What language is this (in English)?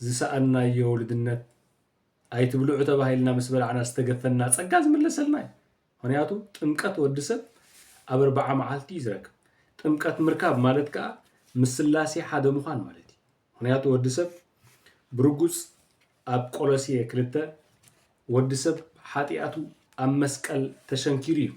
Tigrinya